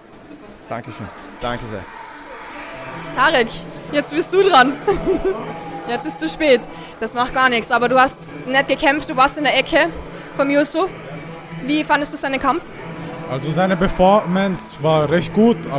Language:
German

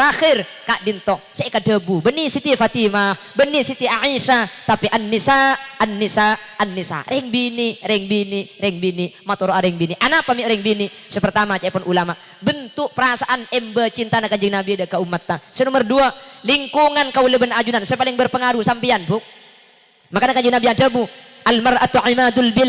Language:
Madurese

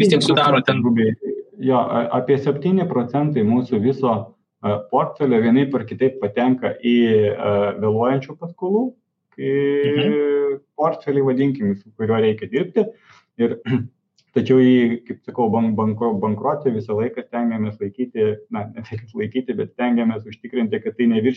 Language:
Lithuanian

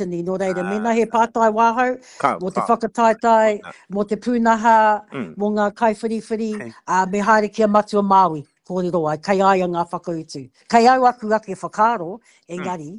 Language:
Māori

